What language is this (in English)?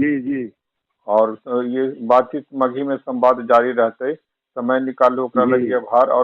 Magahi